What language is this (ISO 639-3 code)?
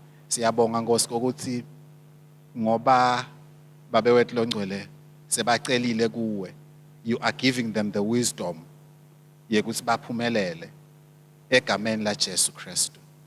ssw